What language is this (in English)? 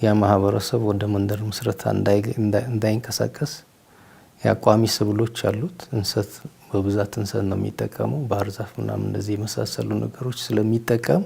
Amharic